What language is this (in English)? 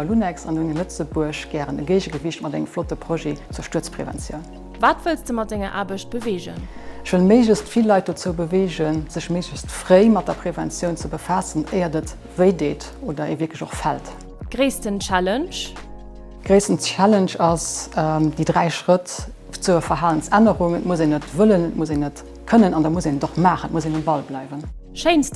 Luxembourgish